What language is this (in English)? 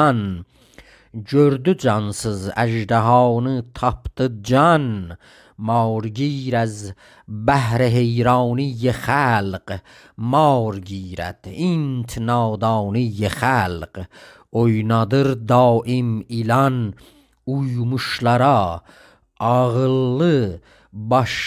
South Azerbaijani